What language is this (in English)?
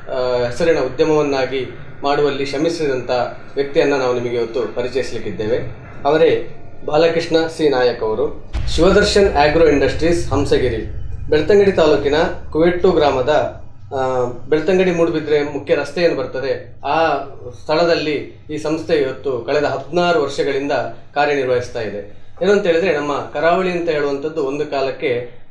Kannada